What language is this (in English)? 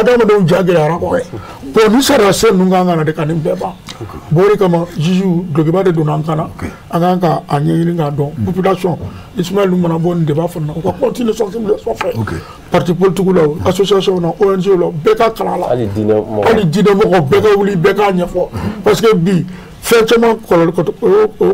Bambara